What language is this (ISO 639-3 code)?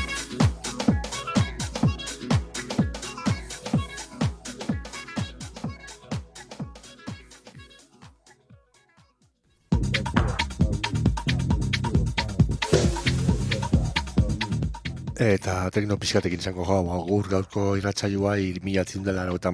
eus